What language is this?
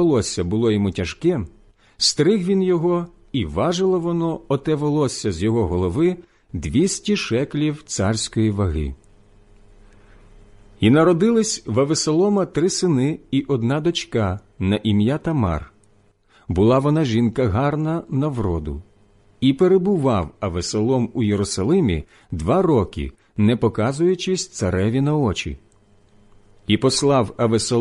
Ukrainian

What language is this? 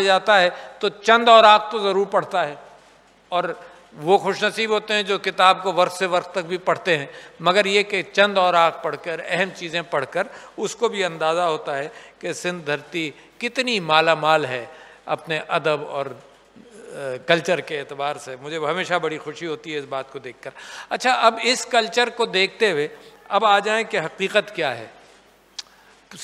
Urdu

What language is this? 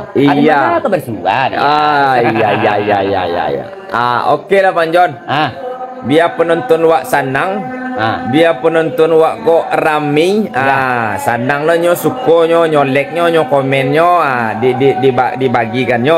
Minangkabau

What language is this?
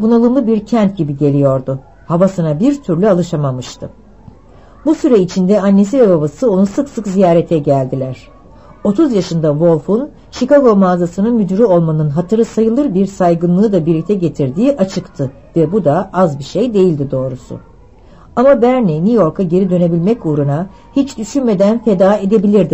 Turkish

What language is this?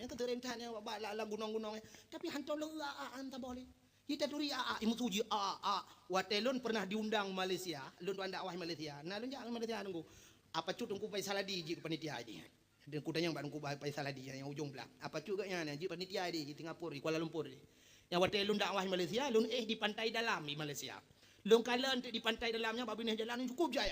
Achinese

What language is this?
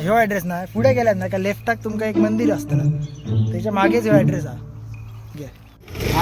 Konkani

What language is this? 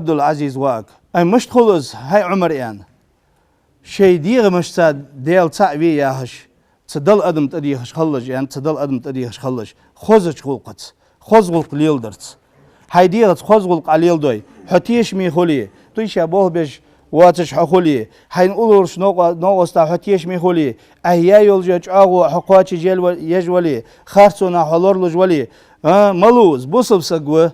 Ingush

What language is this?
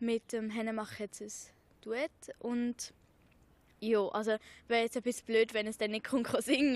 Swiss German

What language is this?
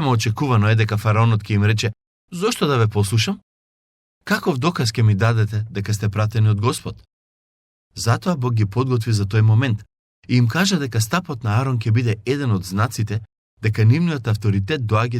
Macedonian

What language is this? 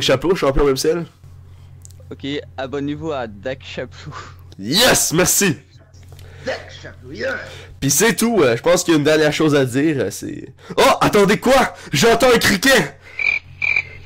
French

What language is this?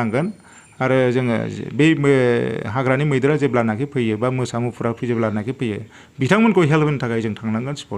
Bodo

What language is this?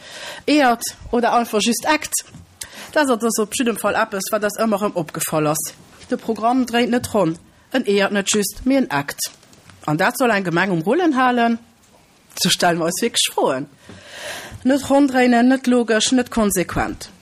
Luxembourgish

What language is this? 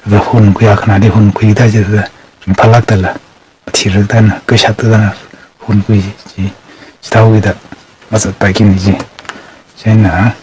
Tangkhul Naga (India)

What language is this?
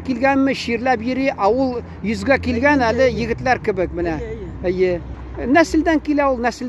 Tatar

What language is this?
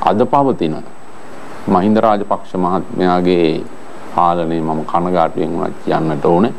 Sinhala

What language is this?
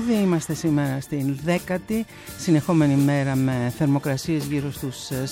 Greek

